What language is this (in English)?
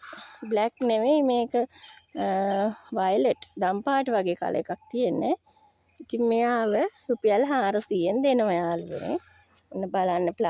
Sinhala